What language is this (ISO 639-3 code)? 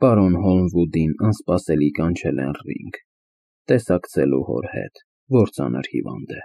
hye